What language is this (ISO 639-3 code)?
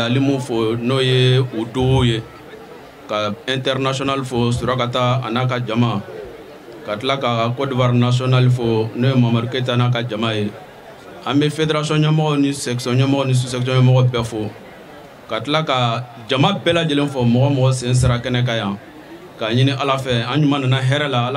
bam